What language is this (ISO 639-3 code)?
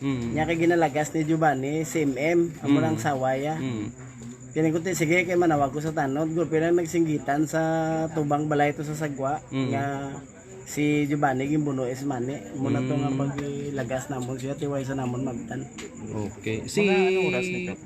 hil